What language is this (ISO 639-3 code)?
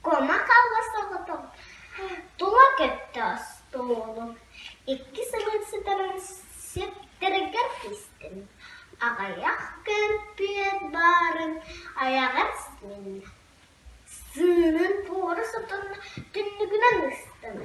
sah